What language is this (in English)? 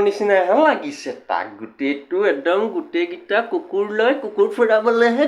Assamese